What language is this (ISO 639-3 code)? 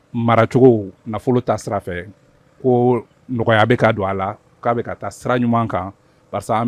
bam